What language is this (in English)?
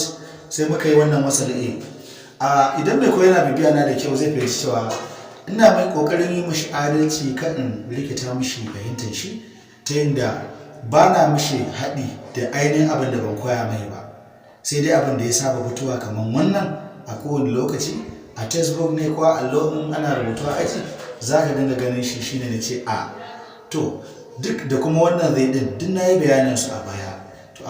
Hausa